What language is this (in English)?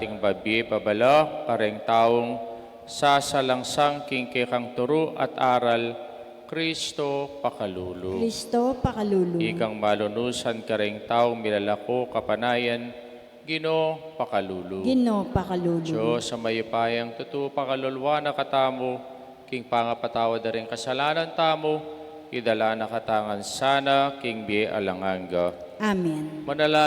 Pampanga